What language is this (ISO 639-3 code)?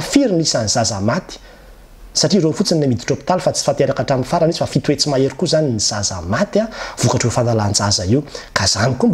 mlg